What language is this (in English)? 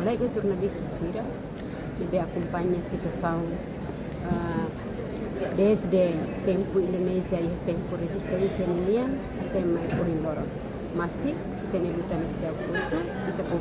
Tetum